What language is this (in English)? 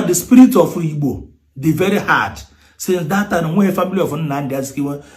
Igbo